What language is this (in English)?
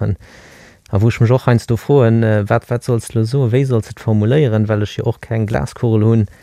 Luxembourgish